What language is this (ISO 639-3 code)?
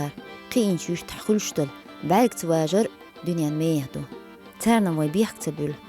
che